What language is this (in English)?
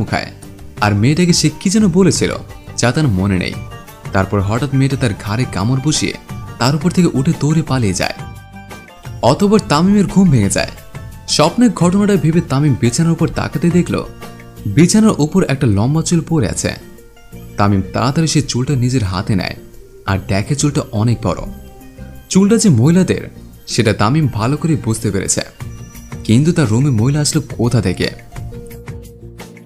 Bangla